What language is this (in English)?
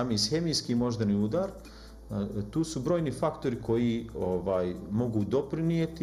Bosnian